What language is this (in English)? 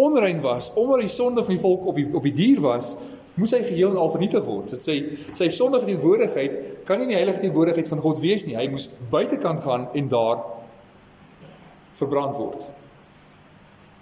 Afrikaans